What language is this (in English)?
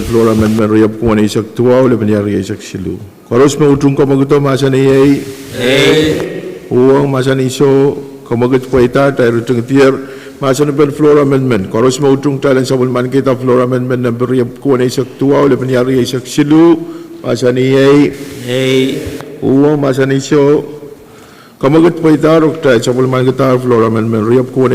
Pohnpeian